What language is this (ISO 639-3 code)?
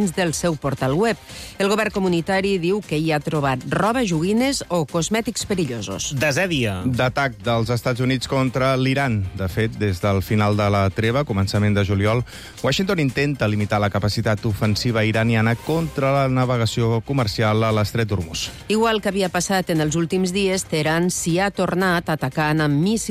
cat